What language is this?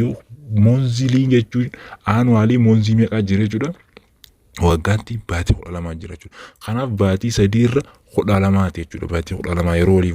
Oromo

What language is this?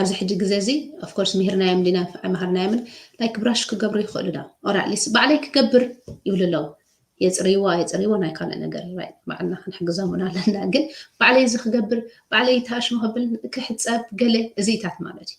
Tigrinya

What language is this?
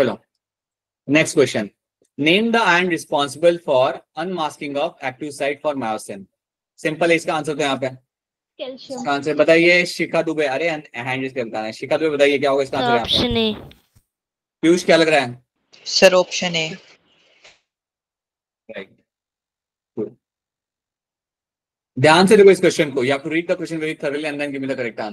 Hindi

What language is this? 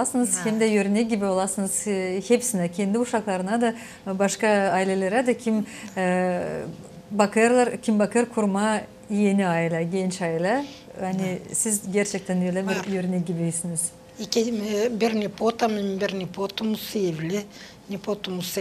Gagauz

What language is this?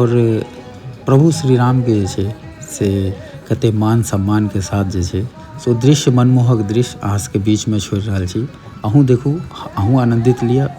Maithili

